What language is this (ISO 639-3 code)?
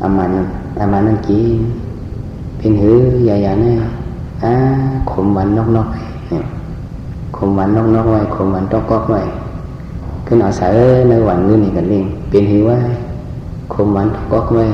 shn